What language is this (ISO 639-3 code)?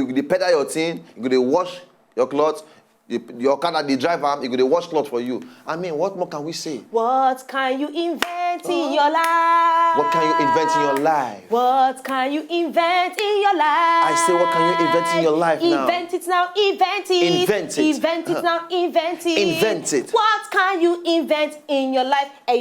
pcm